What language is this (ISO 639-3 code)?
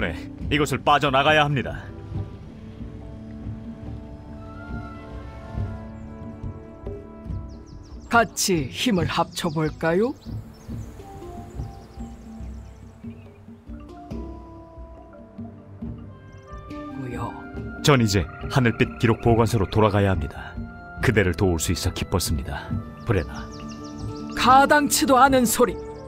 kor